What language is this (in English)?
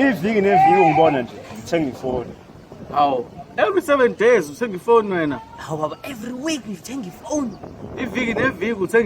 Zulu